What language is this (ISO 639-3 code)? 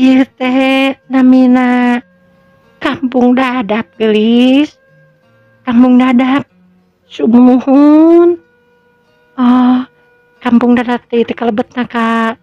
sun